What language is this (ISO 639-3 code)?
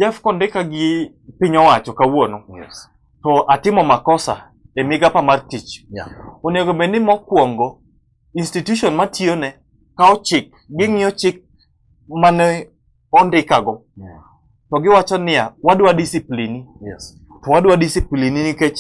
luo